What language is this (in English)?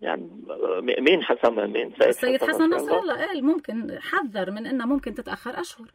North Levantine Arabic